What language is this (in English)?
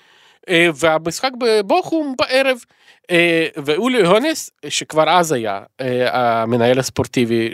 Hebrew